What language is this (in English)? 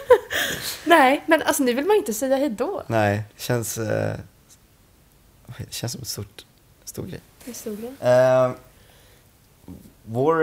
Swedish